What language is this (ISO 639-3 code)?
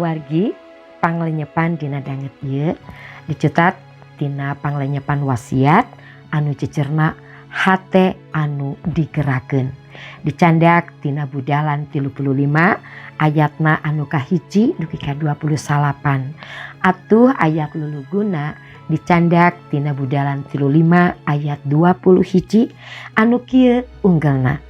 sun